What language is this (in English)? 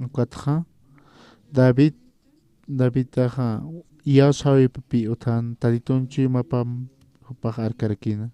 Aymara